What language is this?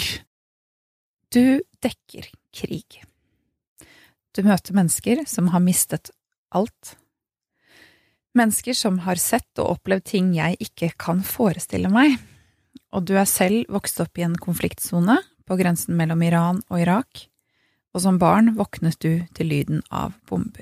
Norwegian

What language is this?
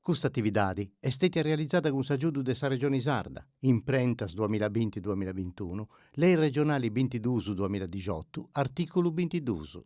Sardinian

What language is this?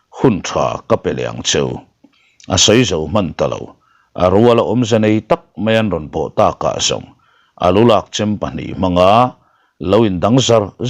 Mizo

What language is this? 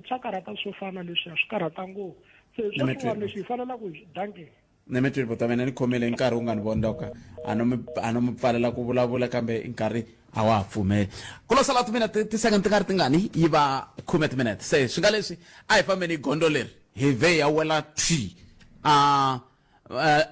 Tsonga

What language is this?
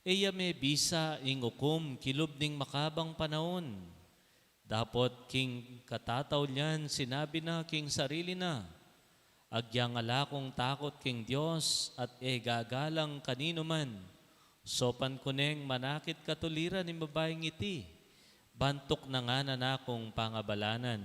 Pampanga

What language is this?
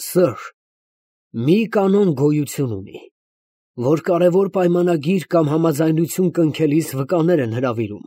Armenian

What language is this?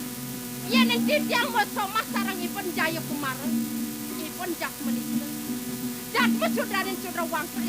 Balinese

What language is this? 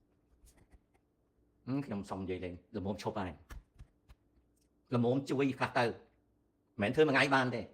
Khmer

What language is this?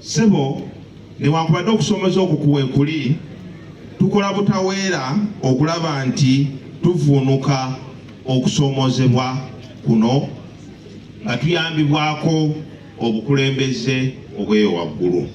Ganda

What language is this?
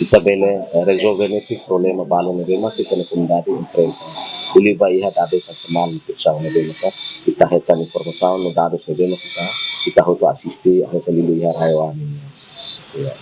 Tetum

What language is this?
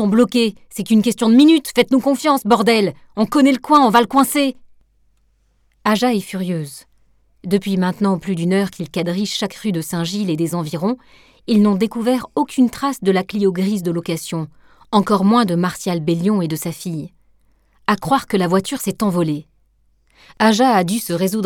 French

